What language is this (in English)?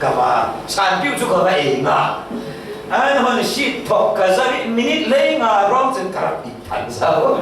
Falam Chin